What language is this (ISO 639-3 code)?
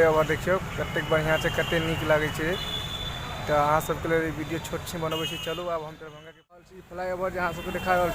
mai